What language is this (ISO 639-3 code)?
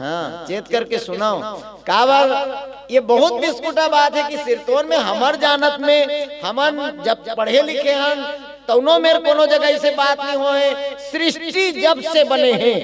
hne